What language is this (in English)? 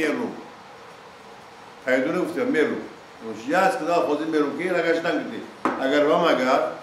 Persian